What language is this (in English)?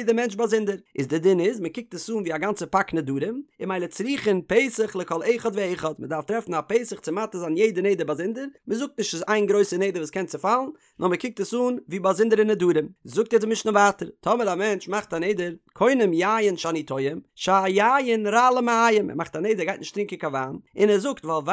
Yiddish